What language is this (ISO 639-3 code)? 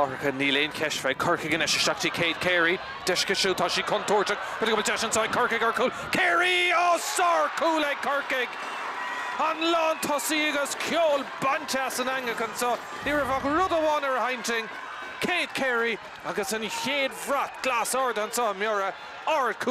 gle